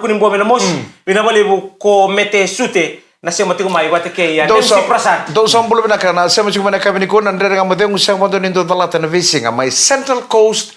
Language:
Fijian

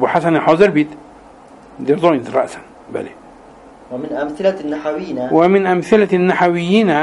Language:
Arabic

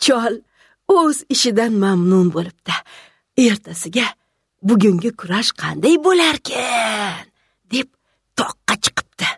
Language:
Uzbek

